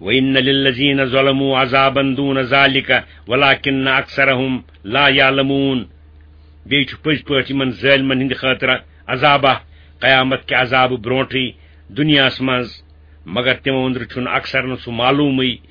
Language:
Kashmiri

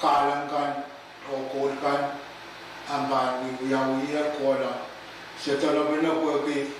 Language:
Pohnpeian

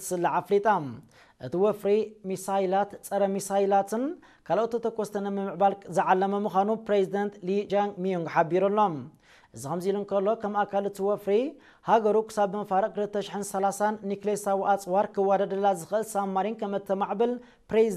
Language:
Tigrinya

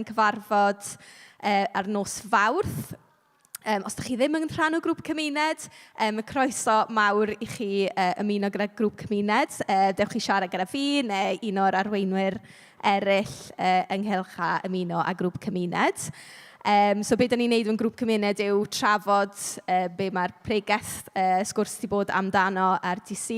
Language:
Welsh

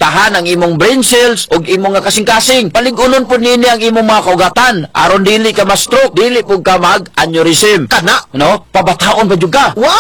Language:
Cebuano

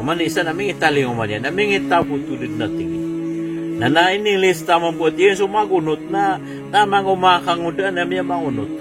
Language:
Maranao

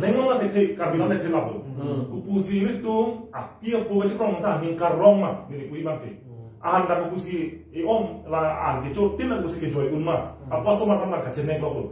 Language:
Karbi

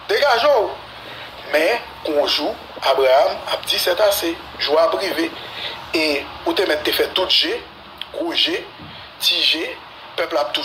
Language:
Haitian Creole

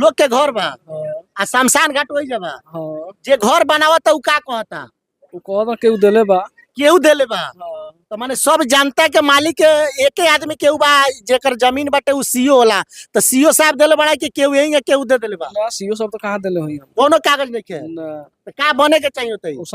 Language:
Bhojpuri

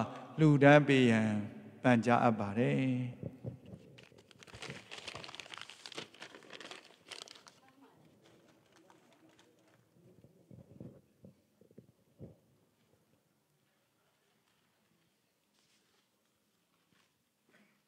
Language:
Burmese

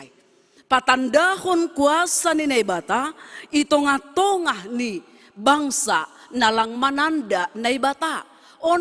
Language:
Batak Simalungun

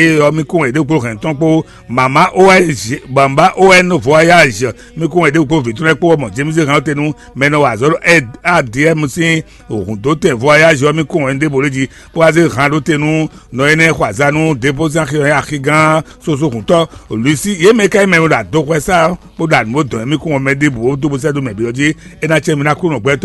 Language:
Fon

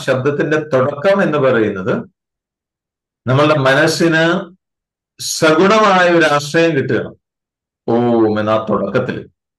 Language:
Malayalam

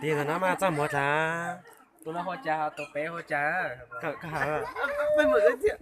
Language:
Hmong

